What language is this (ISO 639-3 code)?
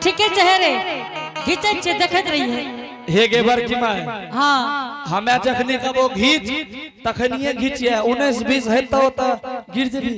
anp